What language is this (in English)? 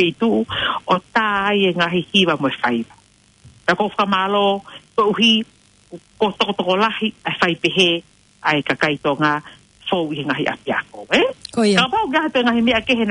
Tongan